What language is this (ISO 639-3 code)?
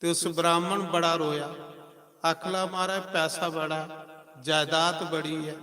doi